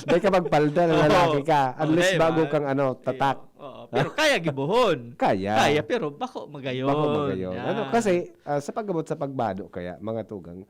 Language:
Bikol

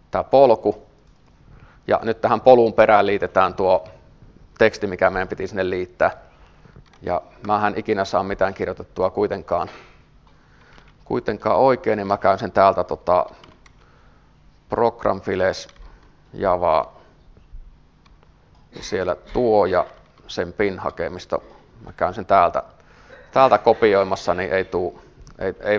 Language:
Finnish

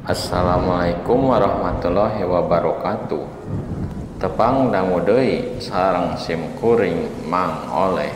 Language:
Sundanese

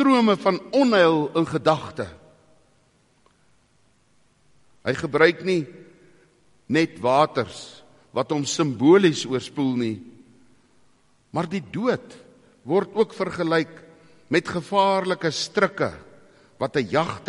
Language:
Afrikaans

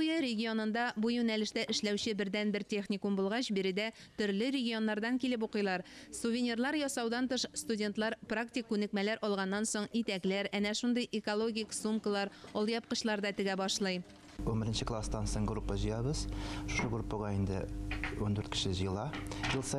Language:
Tatar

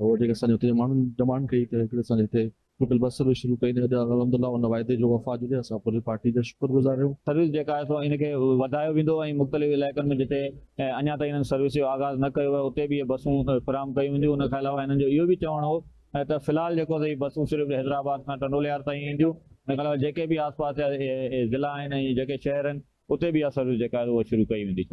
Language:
Sindhi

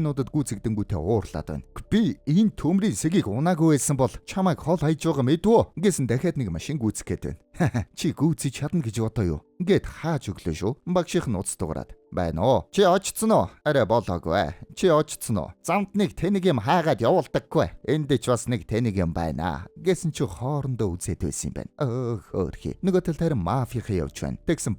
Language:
Mongolian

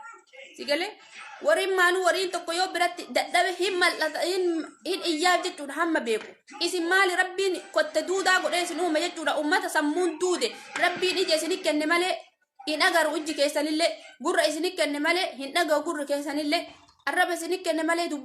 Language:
Oromo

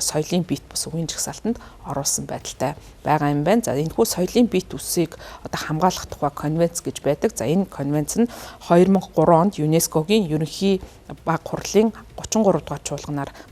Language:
Mongolian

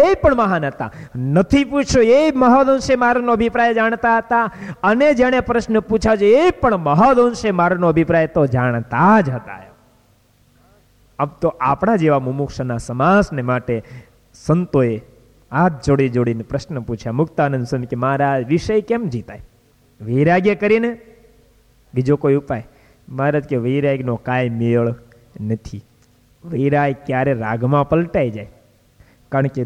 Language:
Gujarati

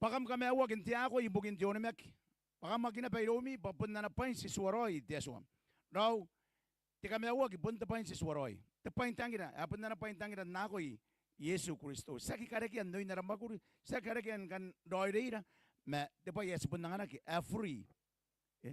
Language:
Gilbertese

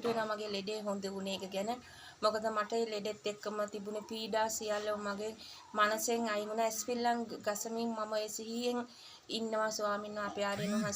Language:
Sinhala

